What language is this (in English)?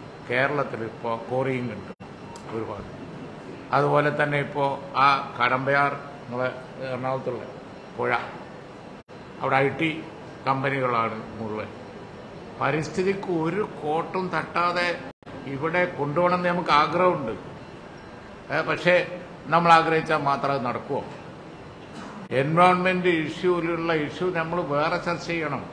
Malayalam